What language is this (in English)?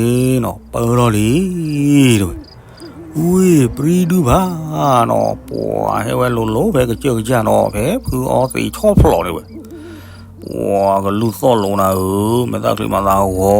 S'gaw Karen